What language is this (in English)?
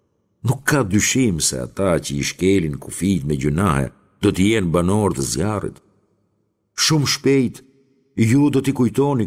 Albanian